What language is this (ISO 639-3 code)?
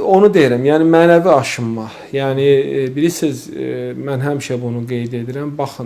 aze